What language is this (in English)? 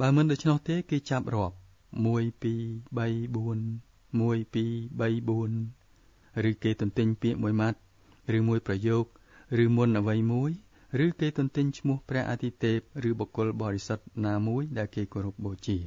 Khmer